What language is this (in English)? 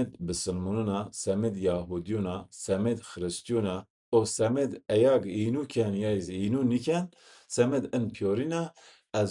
Zaza